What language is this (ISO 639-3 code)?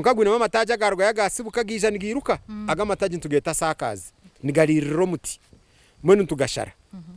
nyn